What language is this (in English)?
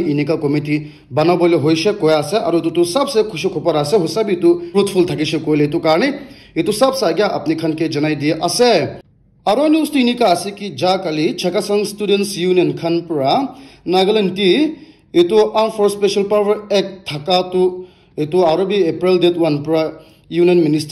Naga Pidgin